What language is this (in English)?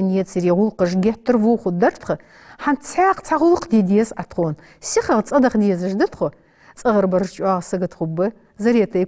Ingush